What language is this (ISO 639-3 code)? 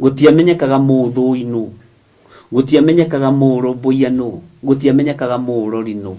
kik